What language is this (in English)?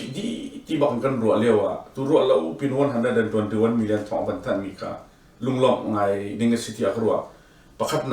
Hakha Chin